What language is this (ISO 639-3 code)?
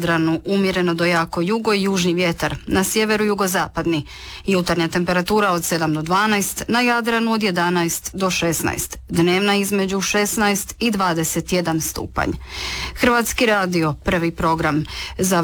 hrv